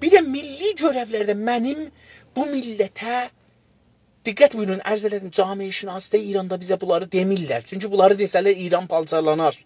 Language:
South Azerbaijani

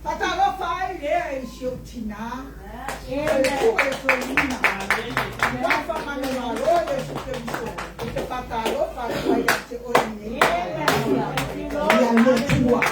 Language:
Samoan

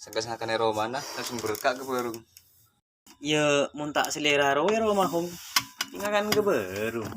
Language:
Madurese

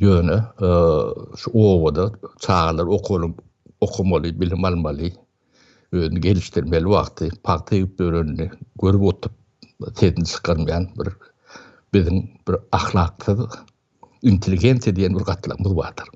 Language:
Turkmen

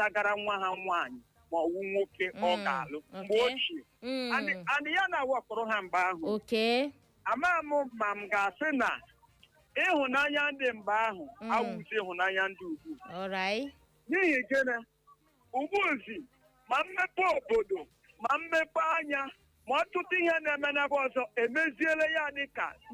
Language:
Igbo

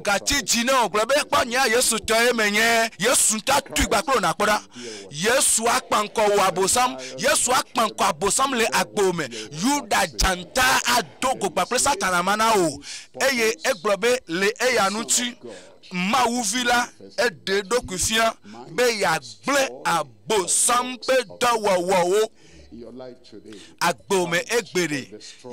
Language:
Ewe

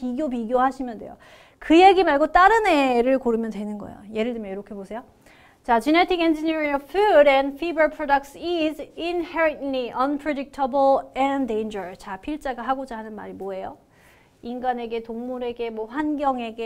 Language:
Korean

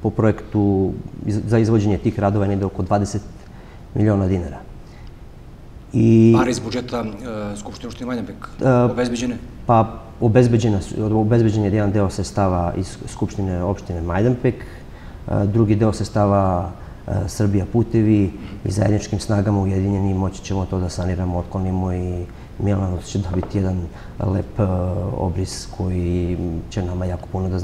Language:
Serbian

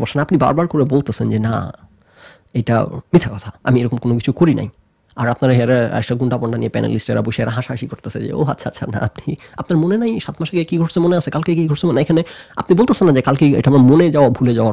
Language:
Bangla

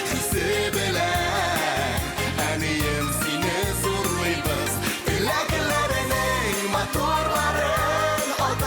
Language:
Bashkir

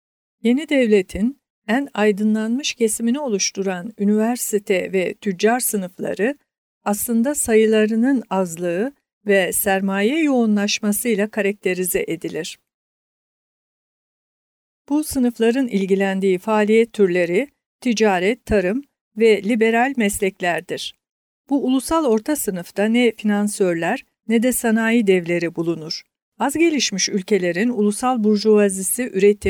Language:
Turkish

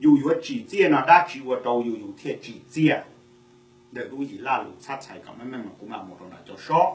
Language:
Hmong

